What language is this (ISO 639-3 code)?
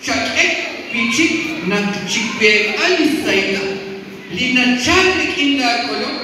kek